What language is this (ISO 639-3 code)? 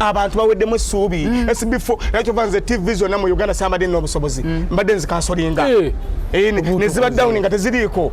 lug